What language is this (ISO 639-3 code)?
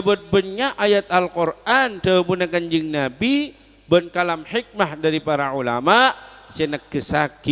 mad